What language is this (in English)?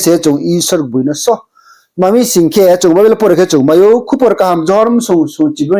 Riang (India)